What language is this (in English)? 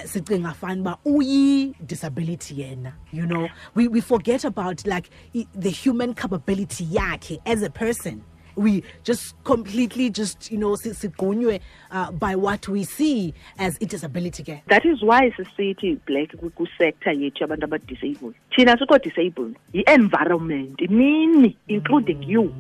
Xhosa